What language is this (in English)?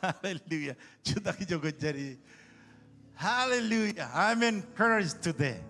Marshallese